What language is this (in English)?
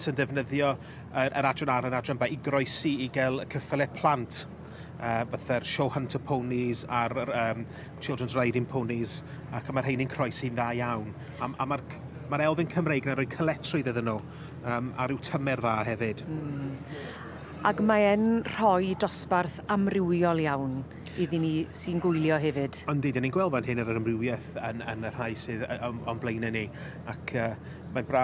Welsh